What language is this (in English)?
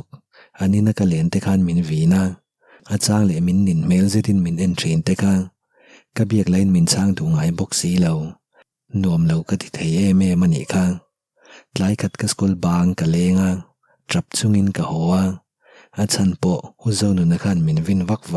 Mizo